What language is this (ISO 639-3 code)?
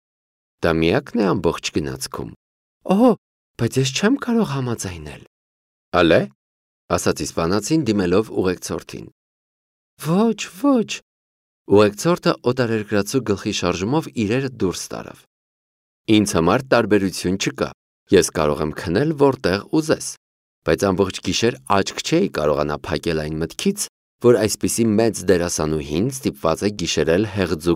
hye